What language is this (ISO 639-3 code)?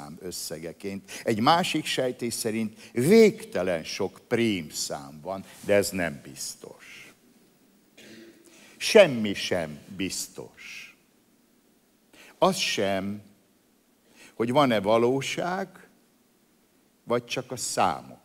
hun